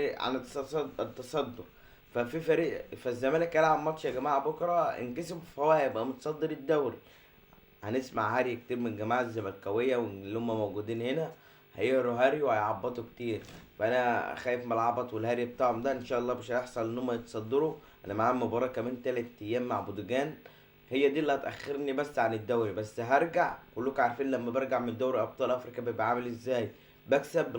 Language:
Egyptian Arabic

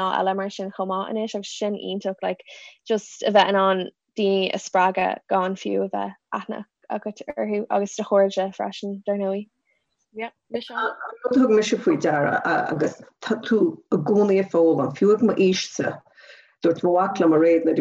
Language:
Irish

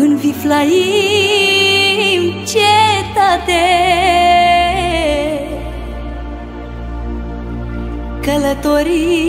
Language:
Romanian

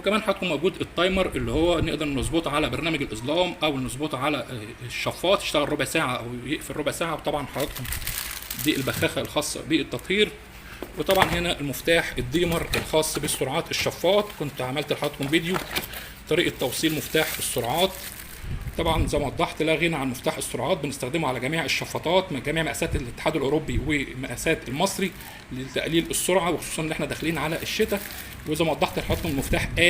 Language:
Egyptian Arabic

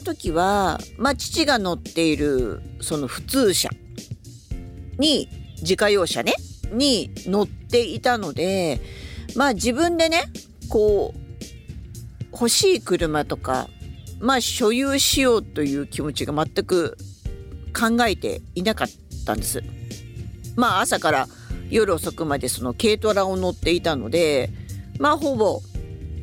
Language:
Japanese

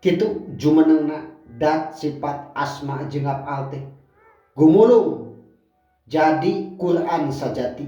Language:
Sundanese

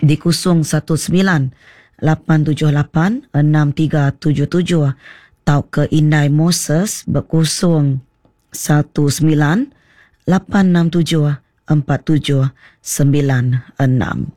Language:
Iban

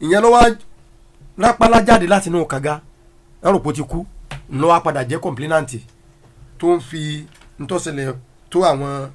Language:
Yoruba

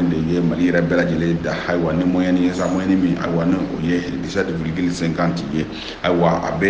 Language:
Bambara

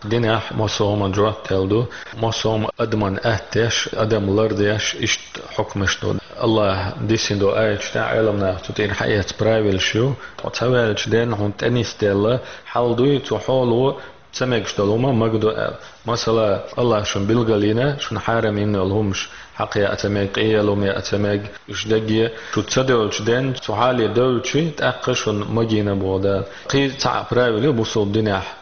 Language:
Chechen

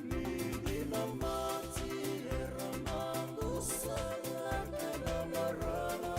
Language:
Fijian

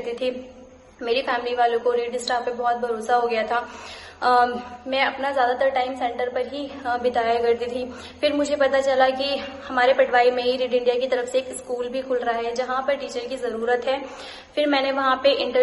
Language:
Hindi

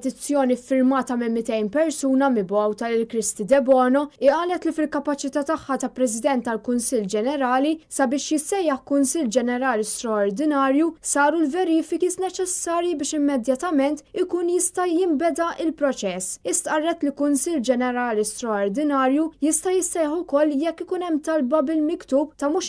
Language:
Maltese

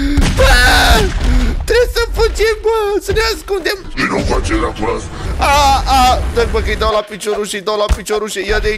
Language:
Romanian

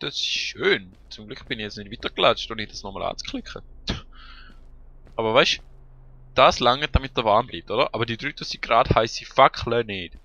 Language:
Swiss German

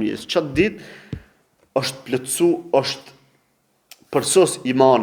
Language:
Albanian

